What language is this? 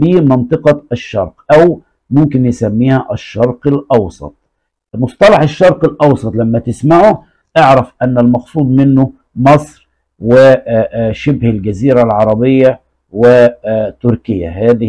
Egyptian Arabic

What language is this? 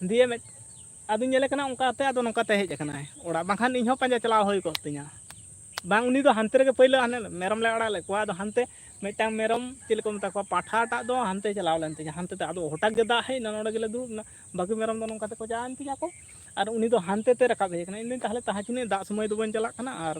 Santali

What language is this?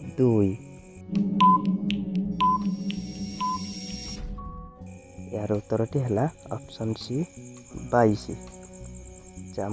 Odia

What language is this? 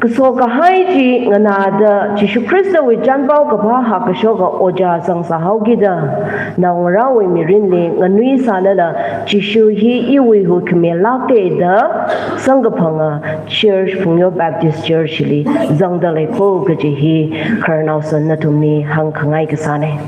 Tangkhul Naga (India)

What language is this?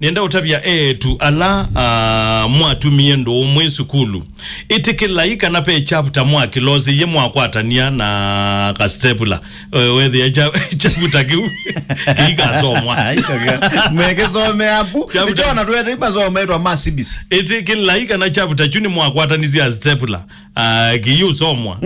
Kamba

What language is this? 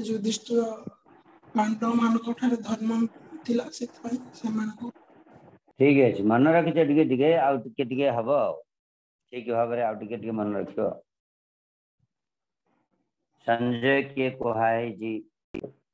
Odia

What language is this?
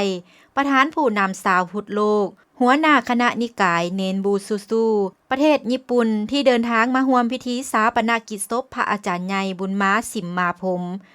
Lao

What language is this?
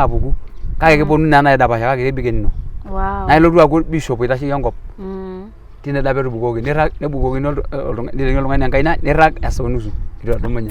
Masai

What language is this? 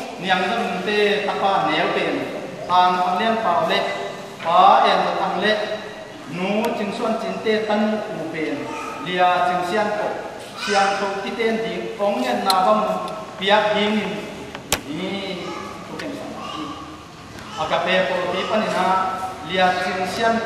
Tedim Chin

